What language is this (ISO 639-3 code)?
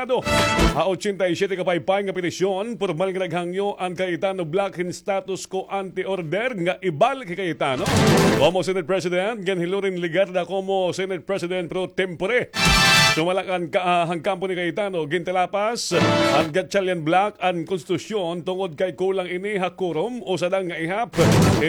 war